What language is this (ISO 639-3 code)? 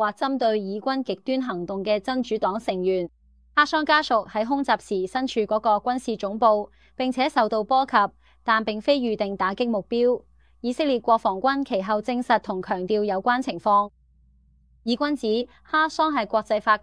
yue